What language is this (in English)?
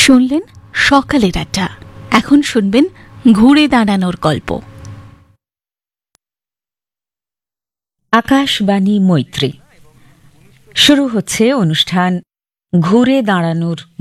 Bangla